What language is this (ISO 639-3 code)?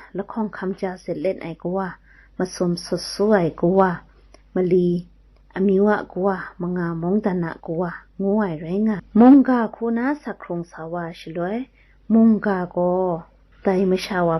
kac